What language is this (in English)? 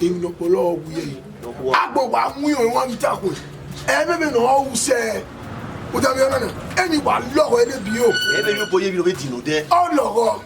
Bini